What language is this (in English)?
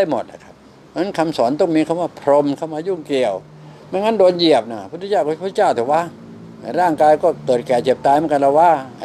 Thai